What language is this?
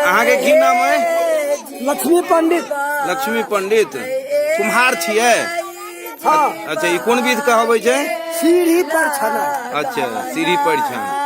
Maithili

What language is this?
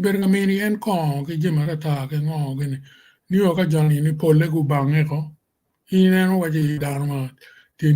Acoli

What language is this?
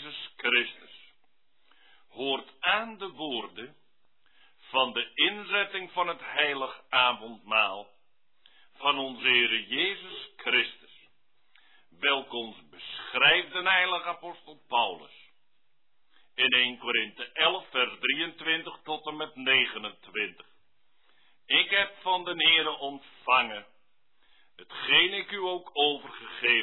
Dutch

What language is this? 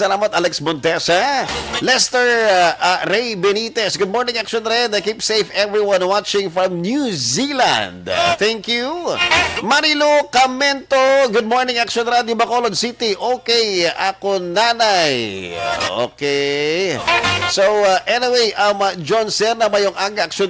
Hiligaynon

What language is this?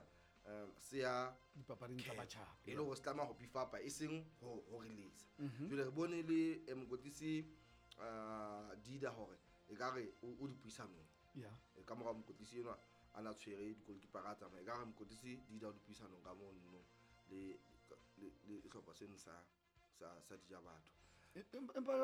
Southern Sotho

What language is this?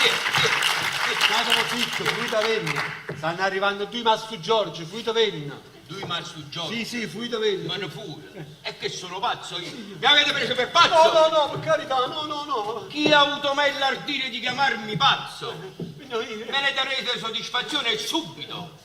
Neapolitan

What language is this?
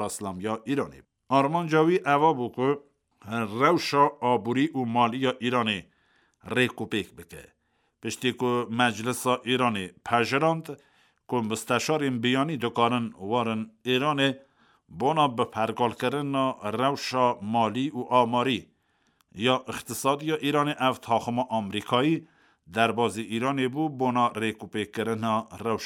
Kurdish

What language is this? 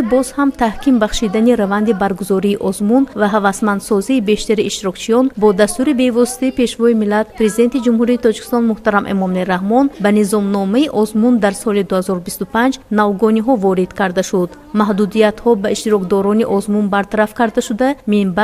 Tajik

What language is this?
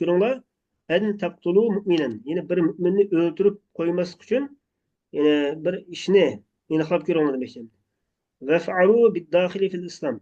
Uyghur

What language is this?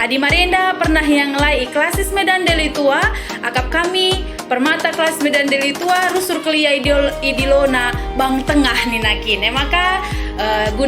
Batak Karo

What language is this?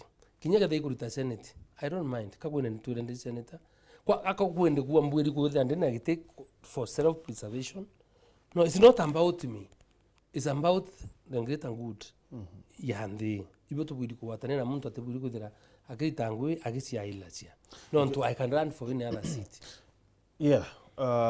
Meru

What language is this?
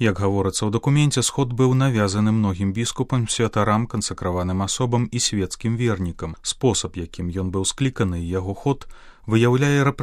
Belarusian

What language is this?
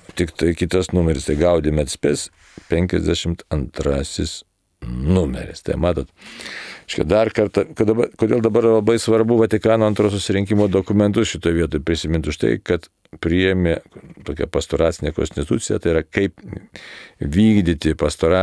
Lithuanian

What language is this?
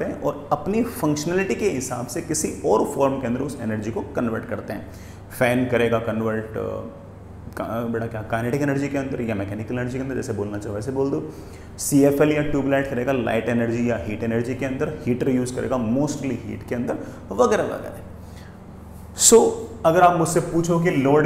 Hindi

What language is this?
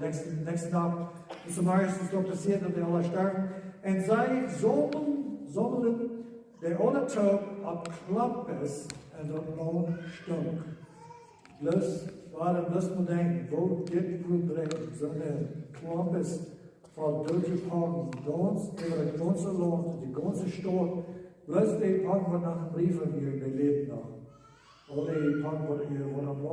Plautdietsch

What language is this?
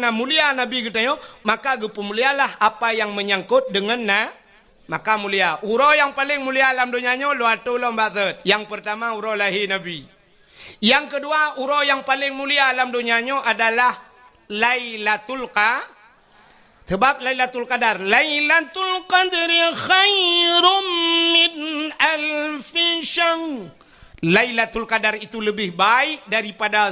Achinese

